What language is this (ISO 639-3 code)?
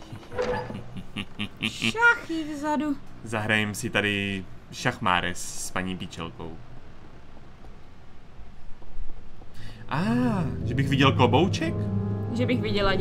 ces